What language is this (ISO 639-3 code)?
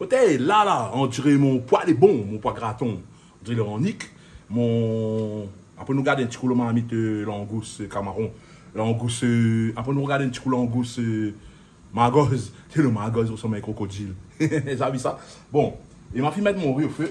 rcf